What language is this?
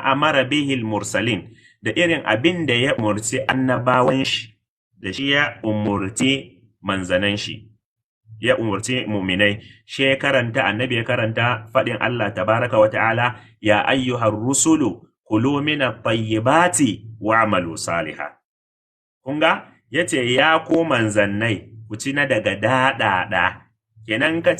Hausa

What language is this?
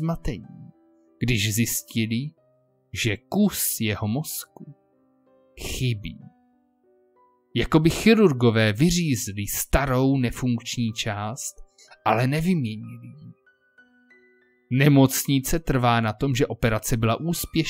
Czech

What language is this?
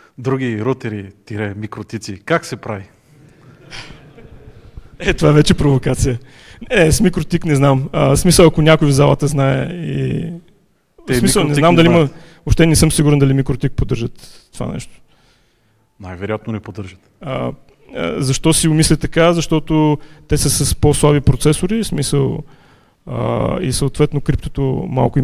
Bulgarian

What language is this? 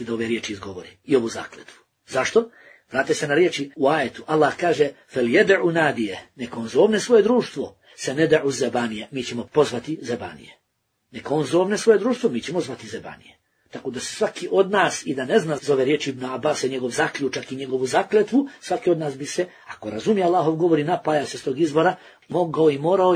Bosnian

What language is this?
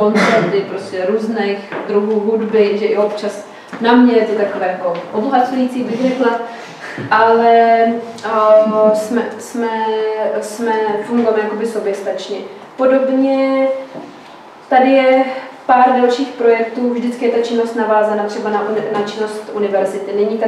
Czech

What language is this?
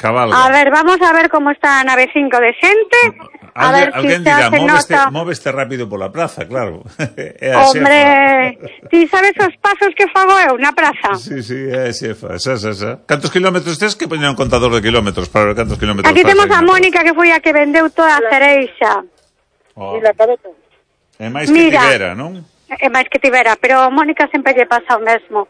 Galician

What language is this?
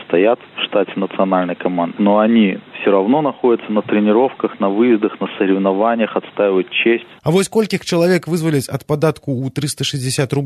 Belarusian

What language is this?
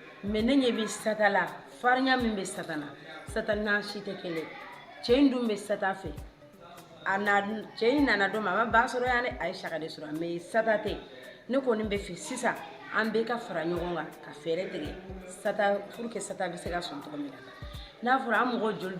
Bambara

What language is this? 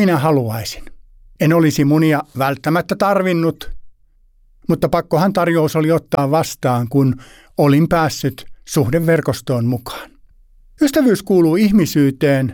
Finnish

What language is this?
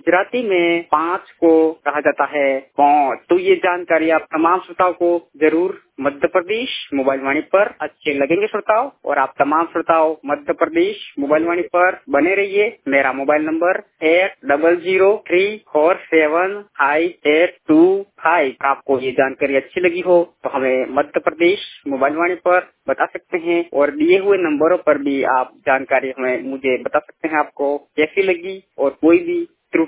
Hindi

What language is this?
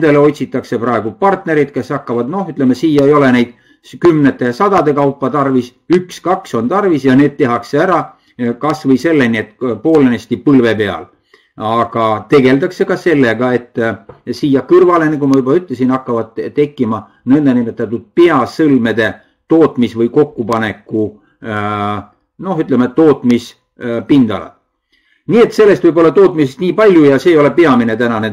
Estonian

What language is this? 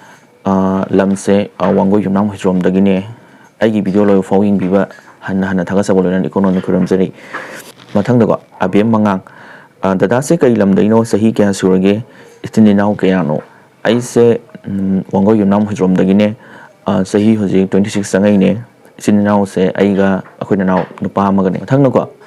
Manipuri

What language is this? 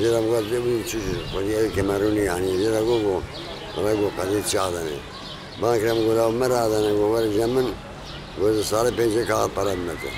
Kurdish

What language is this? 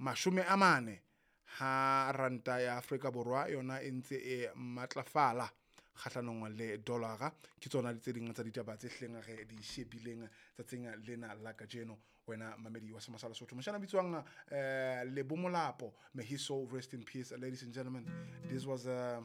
Southern Sotho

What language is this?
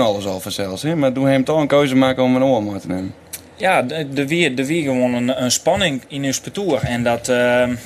Western Frisian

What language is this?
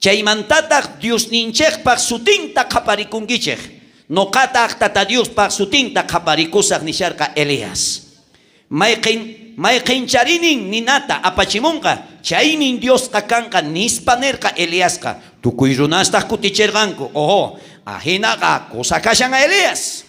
South Bolivian Quechua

